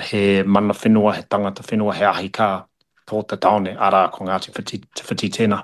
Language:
Māori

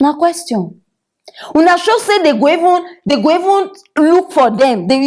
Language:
Nigerian Pidgin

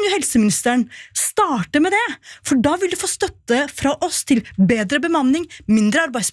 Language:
Norwegian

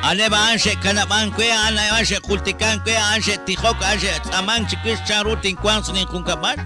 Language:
Kekchí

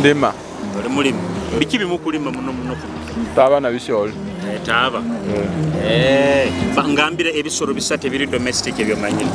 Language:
Nyoro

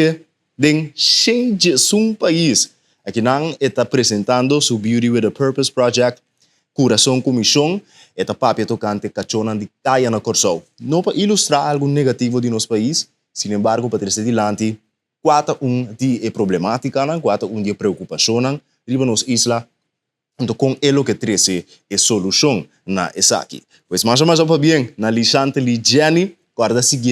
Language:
Papiamento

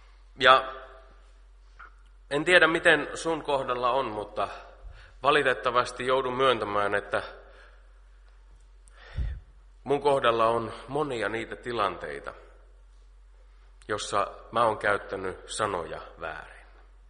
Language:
Finnish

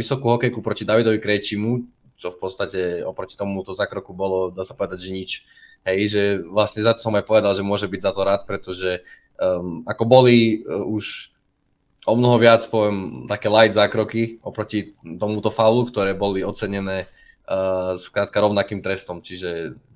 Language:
Slovak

